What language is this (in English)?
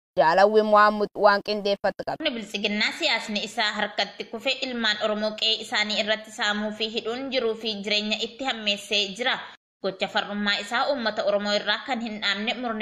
Oromo